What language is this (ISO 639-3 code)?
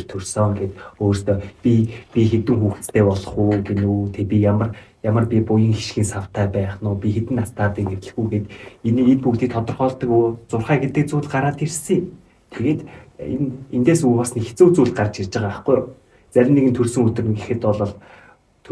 mon